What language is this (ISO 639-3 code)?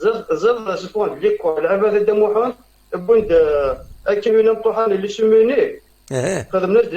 kab